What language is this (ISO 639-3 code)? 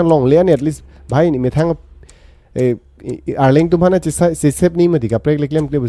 mjw